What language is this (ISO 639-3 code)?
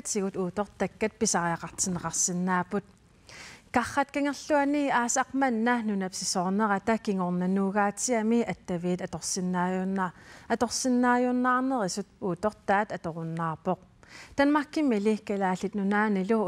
kal